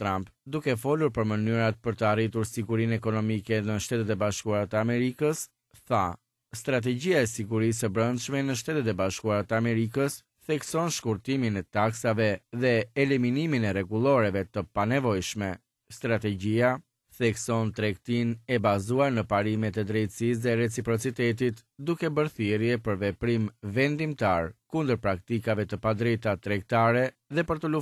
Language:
Albanian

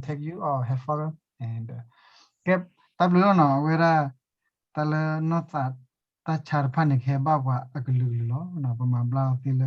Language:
S'gaw Karen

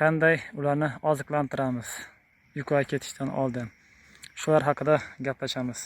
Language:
Uzbek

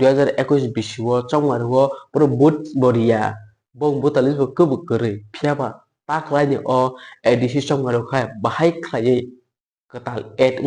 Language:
Kok Borok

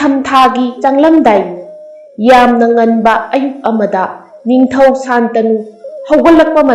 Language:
Manipuri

